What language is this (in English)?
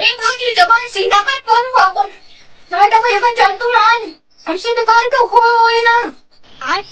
Awadhi